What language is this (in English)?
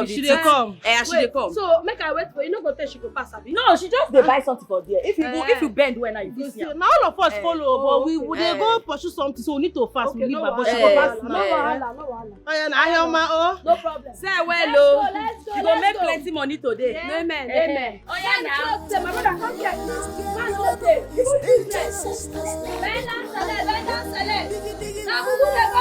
Nigerian Pidgin